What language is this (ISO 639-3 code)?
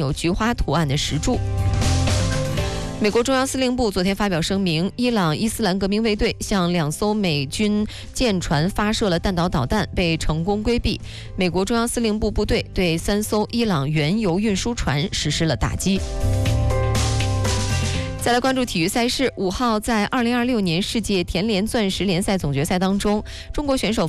zho